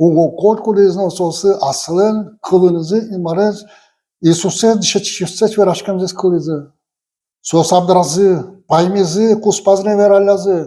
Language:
Udmurt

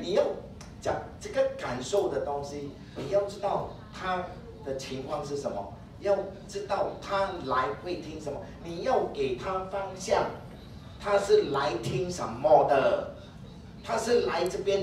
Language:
Chinese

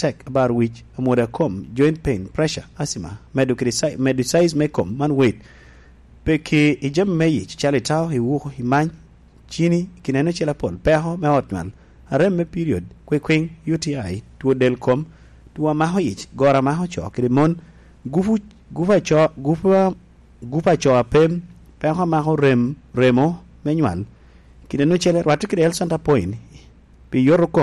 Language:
Lango (Uganda)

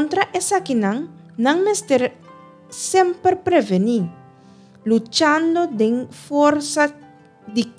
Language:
Papiamento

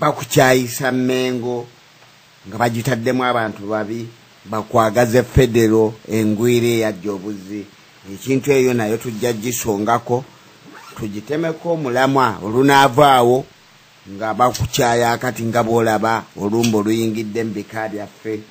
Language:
Ganda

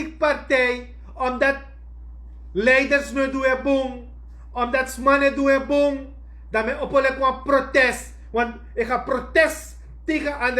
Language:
Sranan Tongo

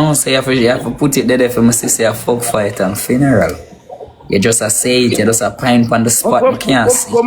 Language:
Jamaican Creole English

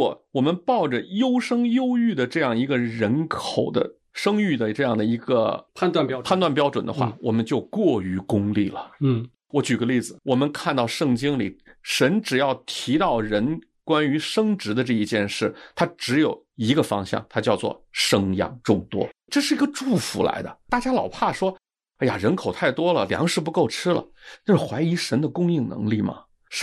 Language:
Chinese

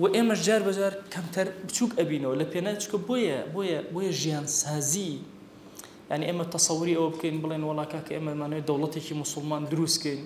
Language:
Central Kurdish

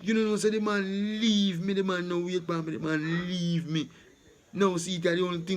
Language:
Jamaican Creole English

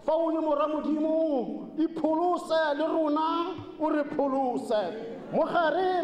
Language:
Tswana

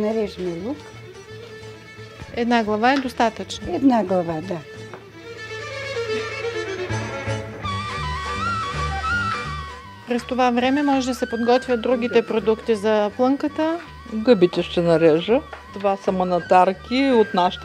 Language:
Bulgarian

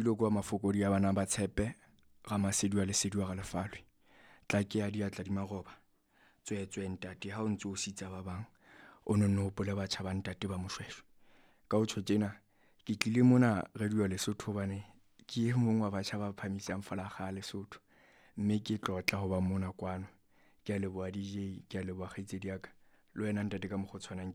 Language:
Southern Sotho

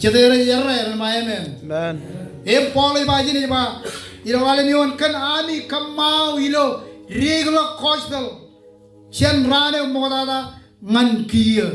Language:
Marshallese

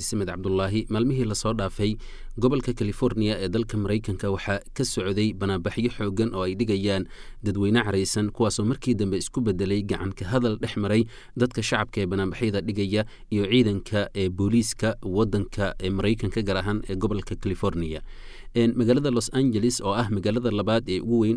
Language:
Somali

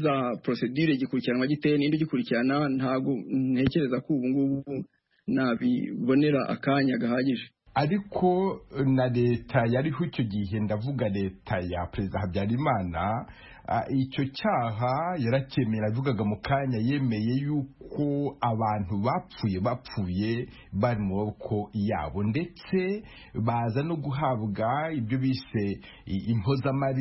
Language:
Kinyarwanda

